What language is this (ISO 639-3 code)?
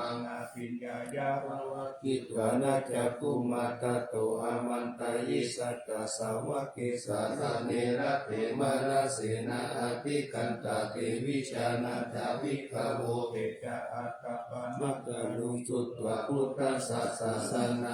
pli